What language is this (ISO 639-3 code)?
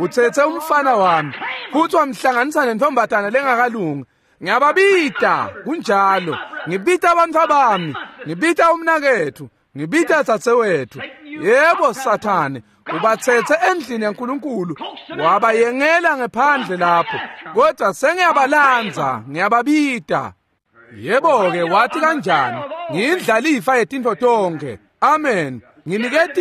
ssw